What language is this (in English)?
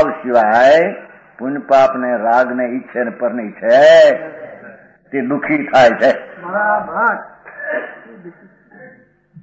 Gujarati